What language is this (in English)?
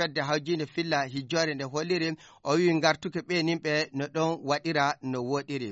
Fula